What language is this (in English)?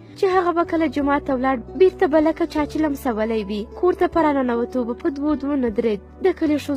Pashto